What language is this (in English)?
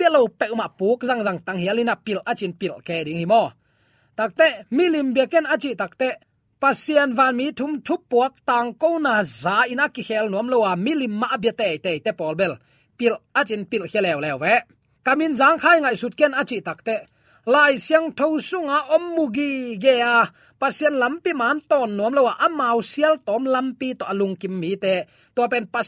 Tedim Chin